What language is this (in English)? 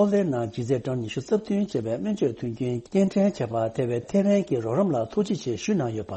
Tibetan